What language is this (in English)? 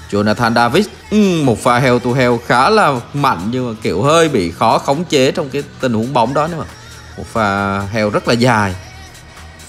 Vietnamese